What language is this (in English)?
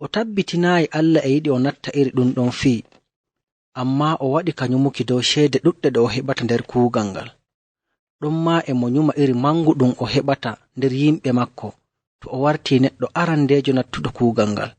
Nigerian Fulfulde